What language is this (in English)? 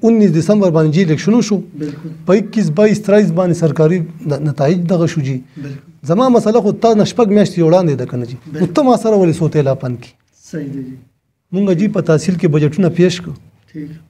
Pashto